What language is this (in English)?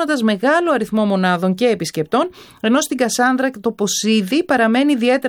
Greek